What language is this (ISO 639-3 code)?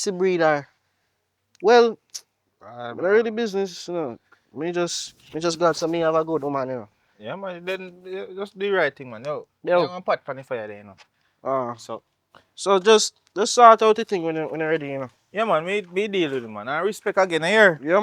jam